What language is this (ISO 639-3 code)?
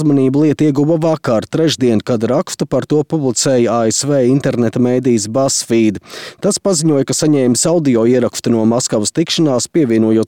lav